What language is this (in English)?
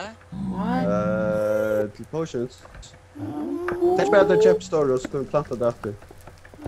Faroese